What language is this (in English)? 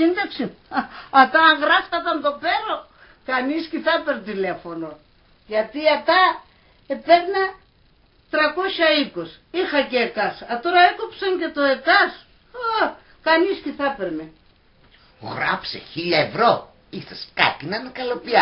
Pontic